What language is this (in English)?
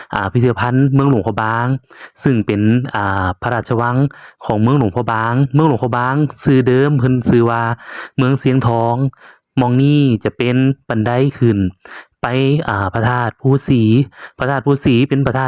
Lao